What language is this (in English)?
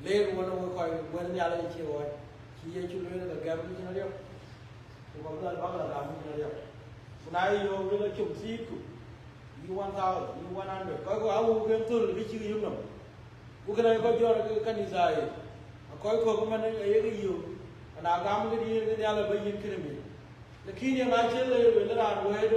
Dinka